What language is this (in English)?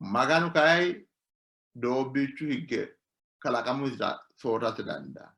Sidamo